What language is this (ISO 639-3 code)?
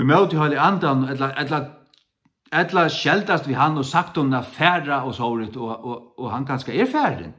fao